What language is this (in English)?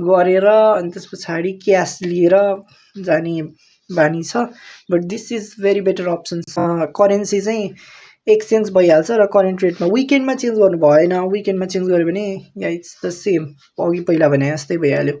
Nepali